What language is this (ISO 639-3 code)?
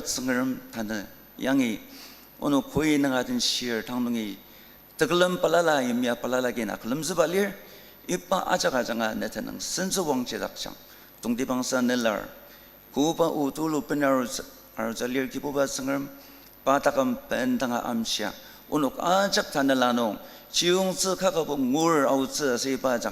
njo